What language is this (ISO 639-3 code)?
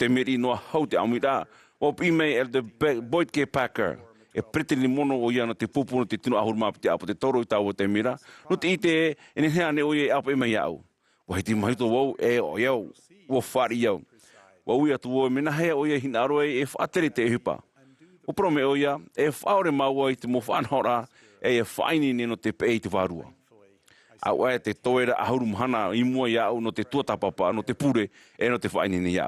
tah